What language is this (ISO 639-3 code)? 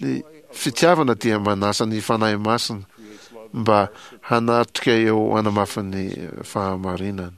mlg